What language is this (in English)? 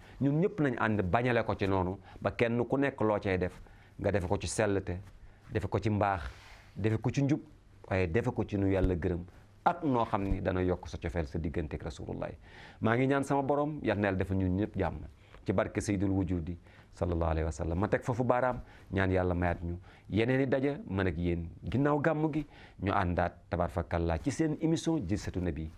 Wolof